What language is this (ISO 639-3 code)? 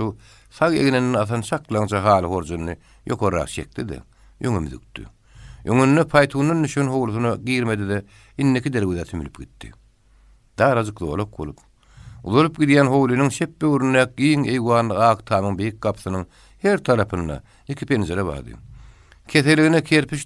tuk